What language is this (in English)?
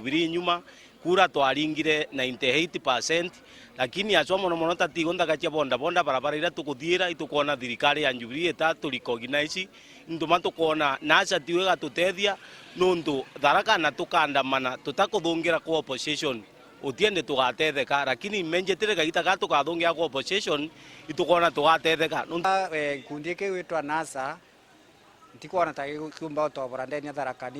Meru